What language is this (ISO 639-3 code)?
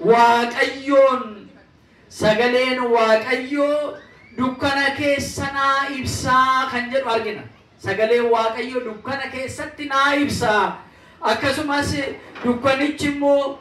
orm